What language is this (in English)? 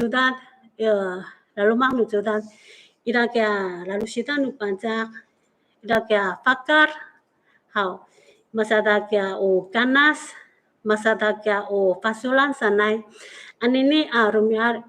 Amis